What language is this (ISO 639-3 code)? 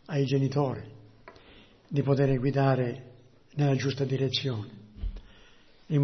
ita